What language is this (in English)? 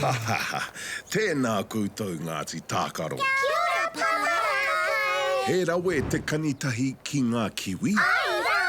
Māori